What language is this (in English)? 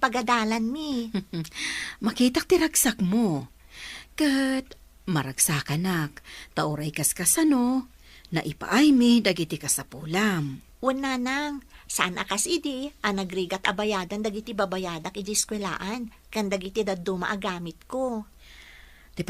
Iloko